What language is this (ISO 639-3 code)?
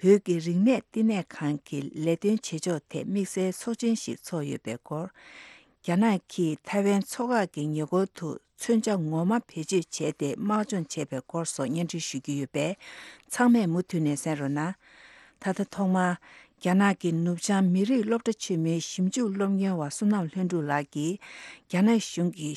bod